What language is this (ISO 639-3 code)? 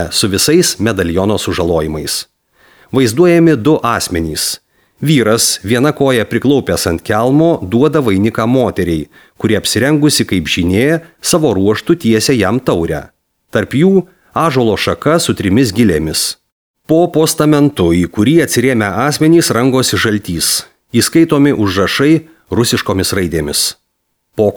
lit